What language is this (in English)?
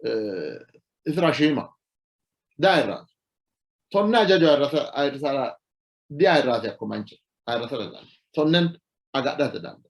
Sidamo